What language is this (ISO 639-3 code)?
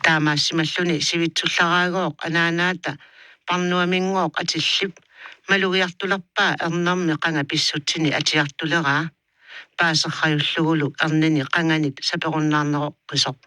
kal